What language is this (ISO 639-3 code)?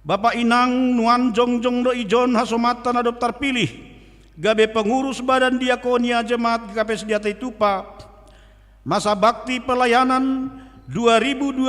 bts